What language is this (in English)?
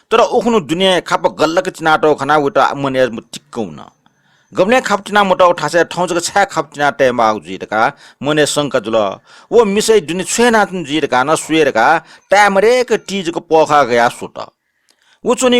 Newari